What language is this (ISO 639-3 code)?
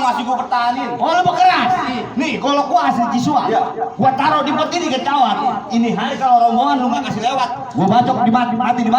bew